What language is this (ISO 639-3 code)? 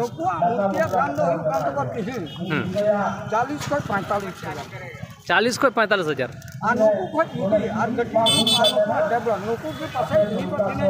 sat